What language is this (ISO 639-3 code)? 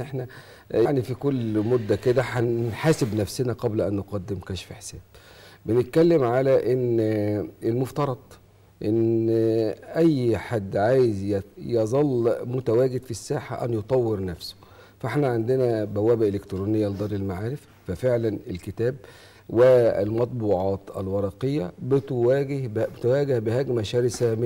arz